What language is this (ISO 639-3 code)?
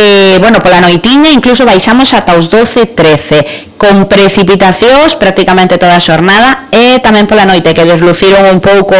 glg